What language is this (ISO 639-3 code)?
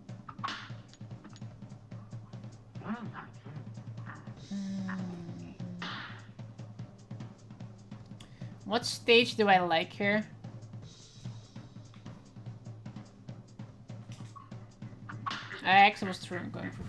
eng